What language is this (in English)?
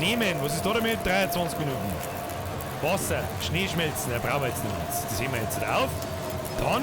Bavarian